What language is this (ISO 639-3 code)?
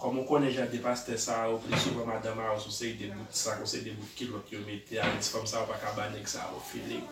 hat